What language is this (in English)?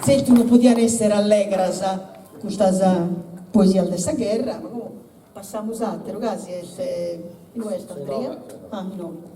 Sardinian